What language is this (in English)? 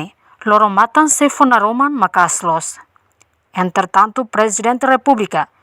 Tetum